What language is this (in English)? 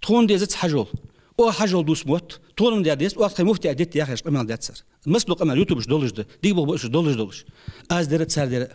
Ingush